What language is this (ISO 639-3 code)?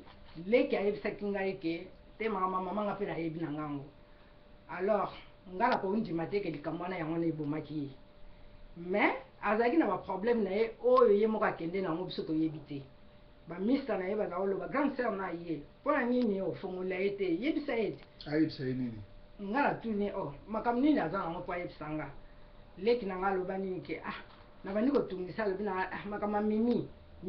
lin